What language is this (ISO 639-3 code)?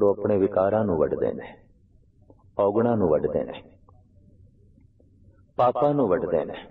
pan